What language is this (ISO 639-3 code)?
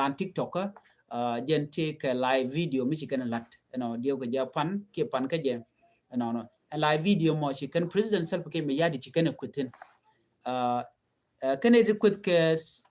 nus